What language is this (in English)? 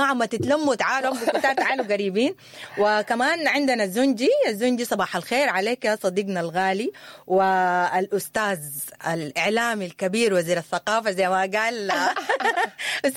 Sudanese Arabic